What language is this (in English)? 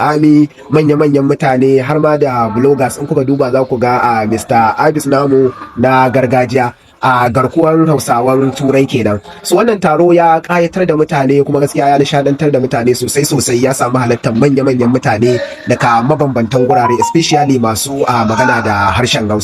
Hausa